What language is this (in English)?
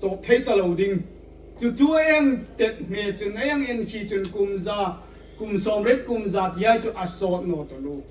Hmar